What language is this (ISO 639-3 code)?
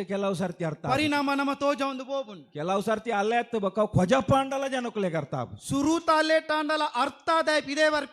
tcy